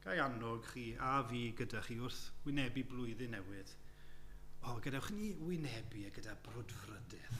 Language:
Welsh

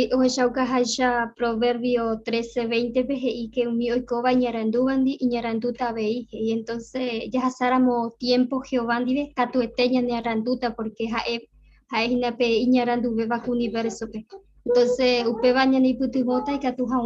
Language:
Guarani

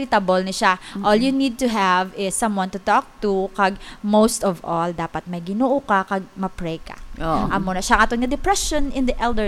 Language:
Hiligaynon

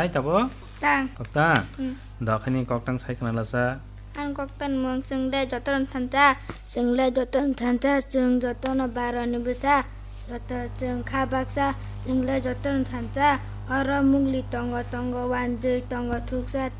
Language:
Kok Borok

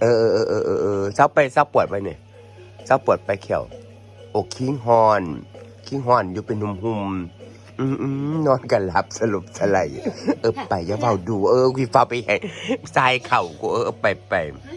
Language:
Northeastern Thai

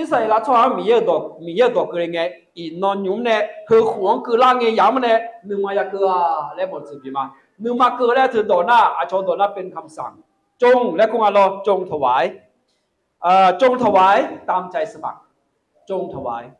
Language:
Akha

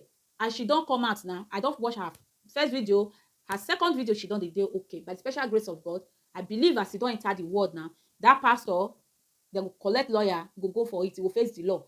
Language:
Nigerian Pidgin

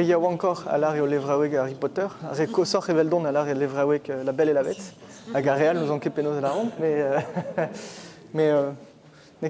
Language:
Breton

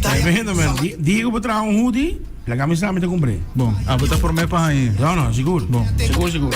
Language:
Papiamento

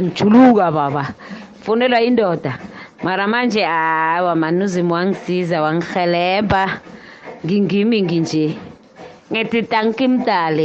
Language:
South Ndebele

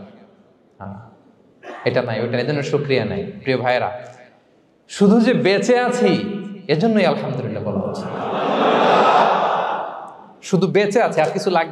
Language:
Bangla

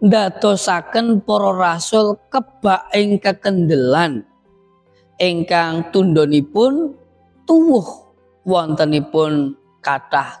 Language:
Javanese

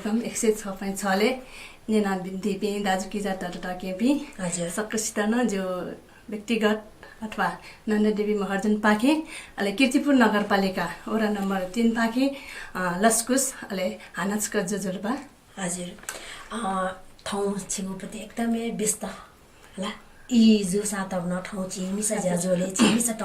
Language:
Newari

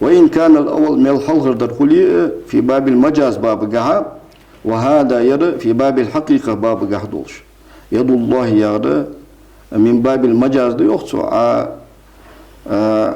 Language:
Ingush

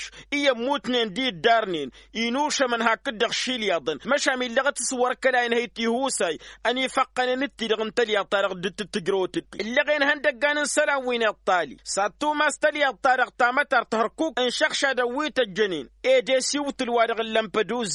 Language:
Tamasheq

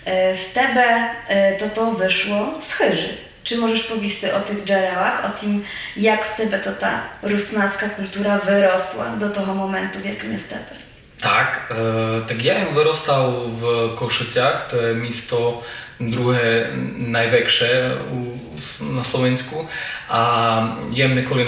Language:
Rusyn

